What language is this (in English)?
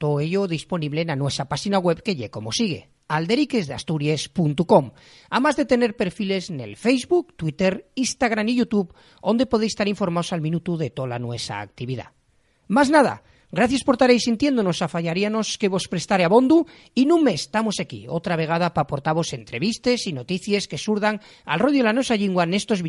Asturian